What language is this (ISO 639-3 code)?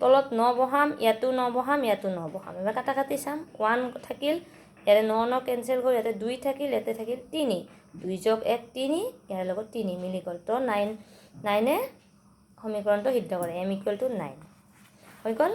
asm